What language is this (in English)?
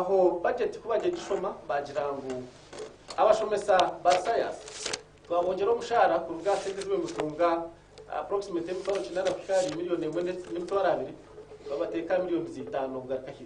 Nyankole